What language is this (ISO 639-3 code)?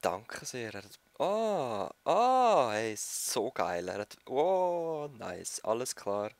gsw